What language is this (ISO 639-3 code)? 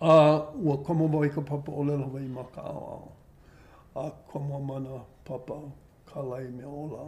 haw